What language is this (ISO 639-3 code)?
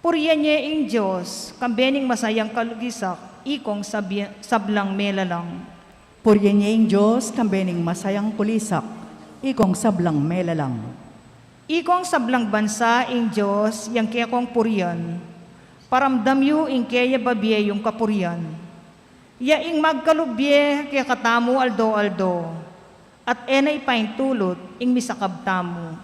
pam